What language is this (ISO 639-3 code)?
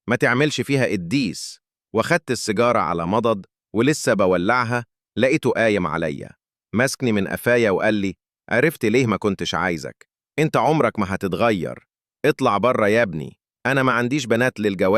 arz